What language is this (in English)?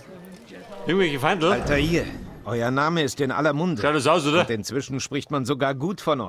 Bavarian